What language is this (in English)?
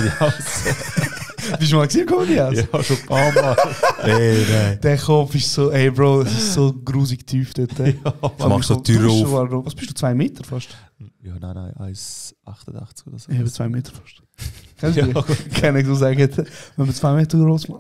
Swiss German